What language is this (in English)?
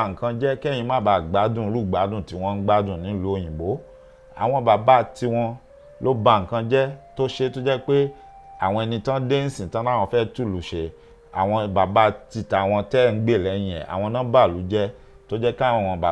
Yoruba